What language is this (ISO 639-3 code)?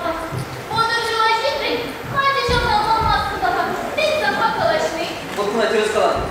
chv